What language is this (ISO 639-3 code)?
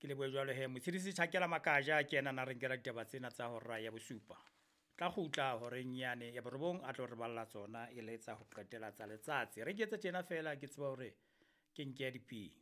sot